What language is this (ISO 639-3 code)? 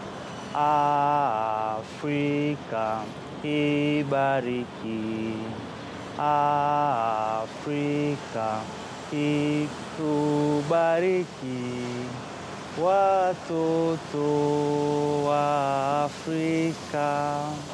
swa